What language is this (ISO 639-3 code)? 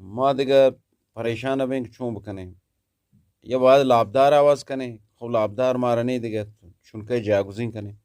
bgp